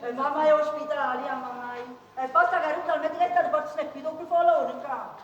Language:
Neapolitan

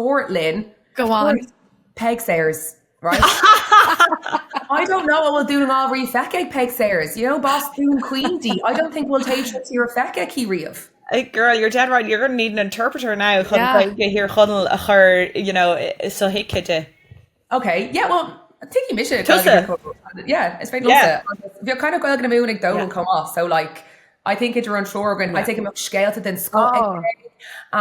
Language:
Irish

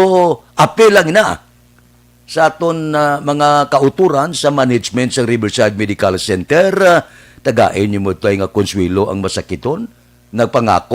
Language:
Hiligaynon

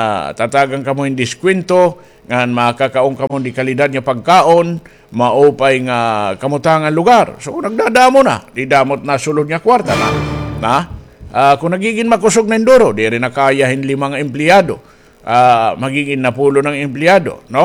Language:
Waray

